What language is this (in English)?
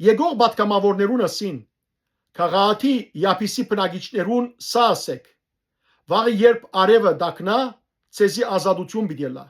Western Armenian